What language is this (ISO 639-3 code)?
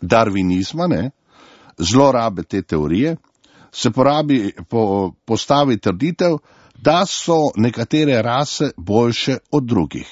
slv